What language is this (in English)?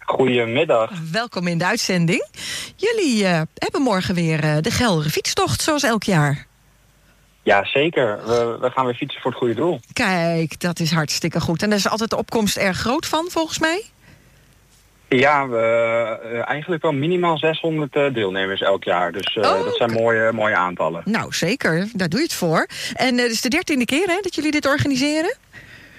Dutch